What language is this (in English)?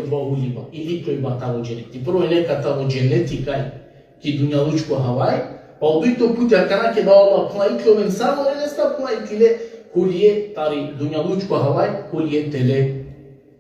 Balkan Romani